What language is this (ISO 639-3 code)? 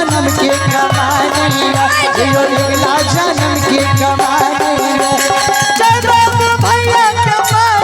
mai